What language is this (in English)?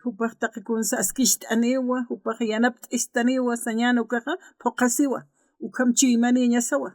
Aymara